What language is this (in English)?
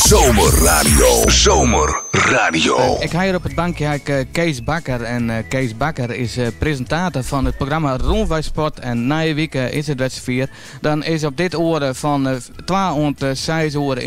Western Frisian